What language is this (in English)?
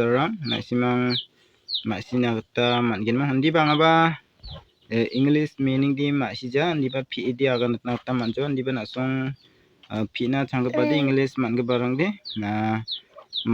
Garo